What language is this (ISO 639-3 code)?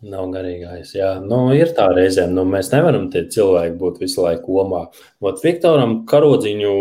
lav